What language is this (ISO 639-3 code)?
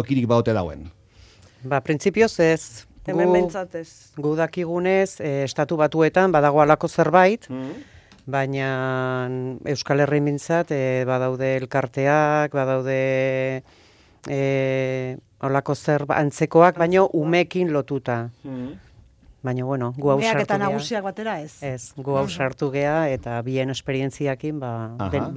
eus